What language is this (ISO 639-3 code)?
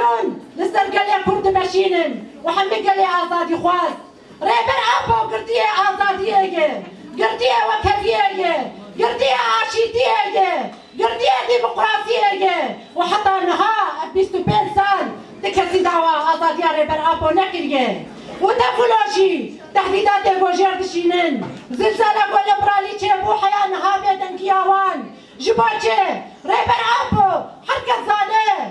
kur